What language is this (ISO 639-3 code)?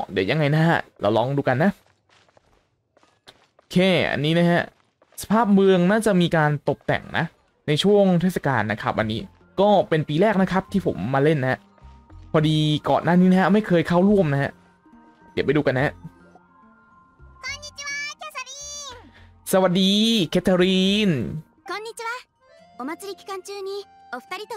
tha